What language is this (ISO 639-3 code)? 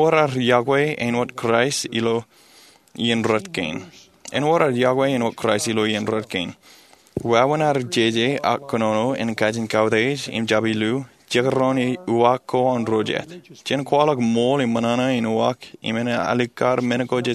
mah